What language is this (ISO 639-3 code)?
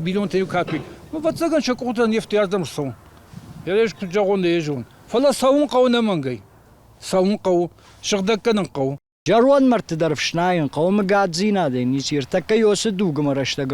oss